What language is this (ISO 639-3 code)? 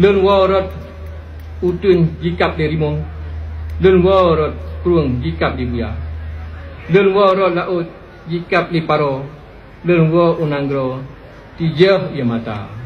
ace